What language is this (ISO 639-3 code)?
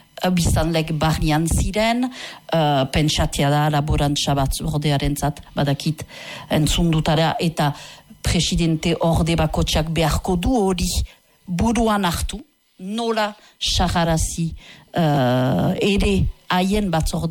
eus